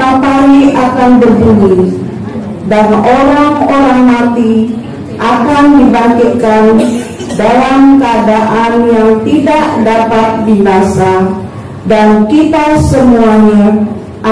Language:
Batak Angkola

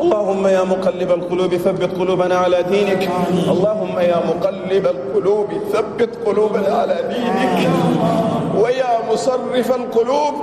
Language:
Chadian Arabic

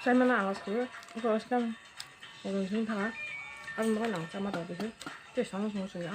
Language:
Kok Borok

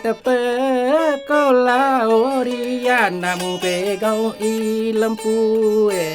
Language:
Buginese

